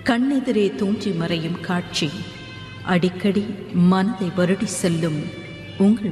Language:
Tamil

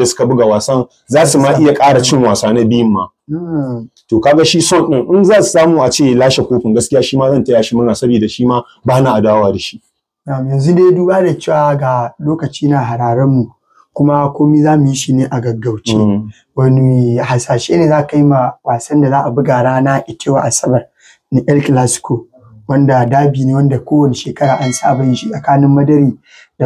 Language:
Hausa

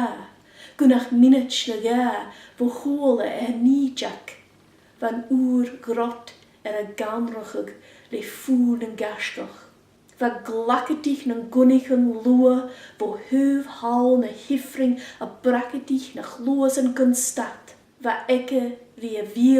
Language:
Scottish Gaelic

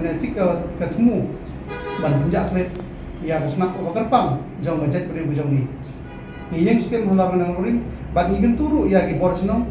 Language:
Khasi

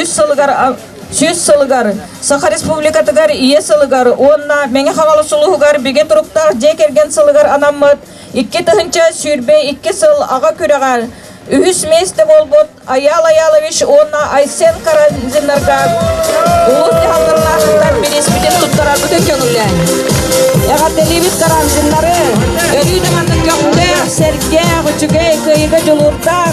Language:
Yakut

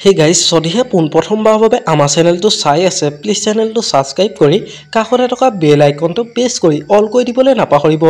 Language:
Assamese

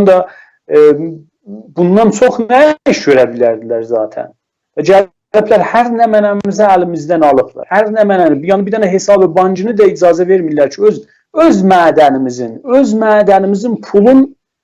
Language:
South Azerbaijani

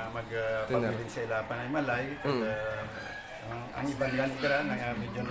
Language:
Hiligaynon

